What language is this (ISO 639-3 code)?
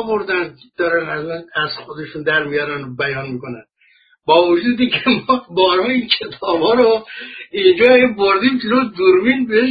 fas